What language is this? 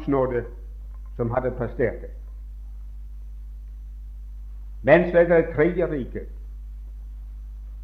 Norwegian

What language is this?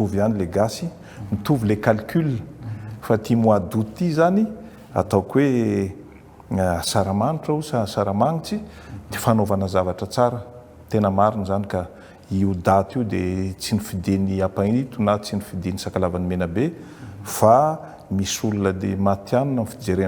Malagasy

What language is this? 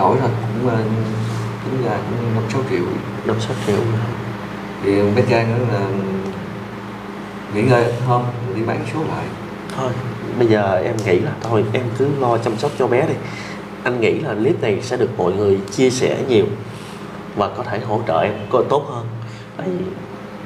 Vietnamese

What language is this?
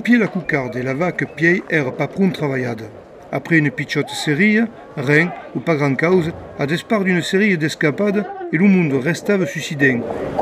Occitan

